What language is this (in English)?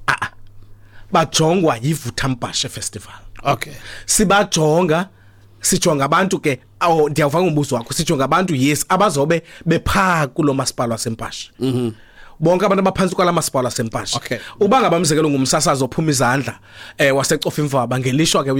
Xhosa